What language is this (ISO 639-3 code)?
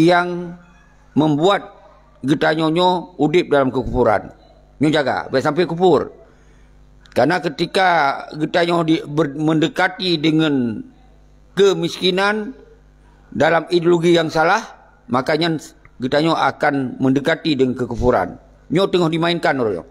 ace